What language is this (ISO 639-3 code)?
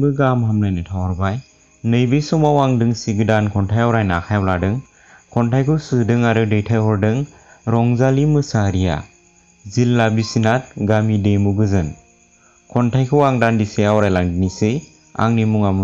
brx